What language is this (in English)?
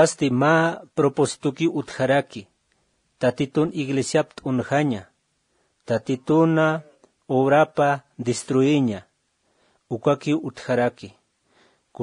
Aymara